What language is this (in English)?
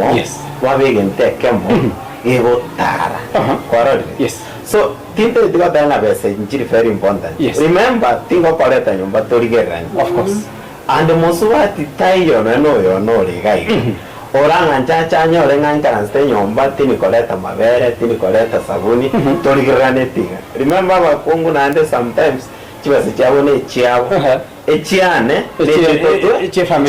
Gusii